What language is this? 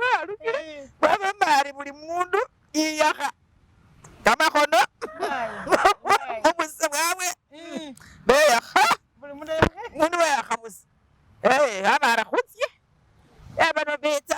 Masaaba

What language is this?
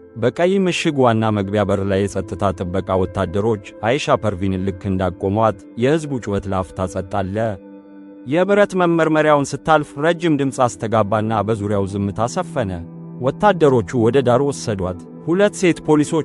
Amharic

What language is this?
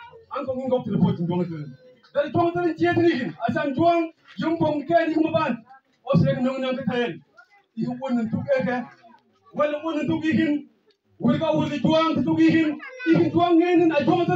Mabaan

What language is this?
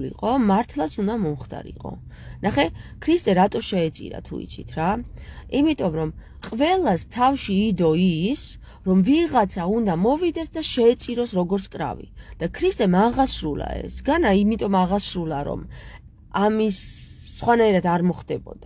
Georgian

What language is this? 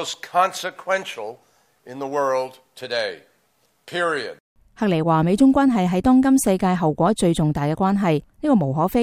Cantonese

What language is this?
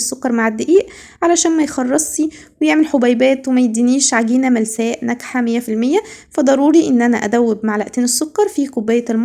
Egyptian Arabic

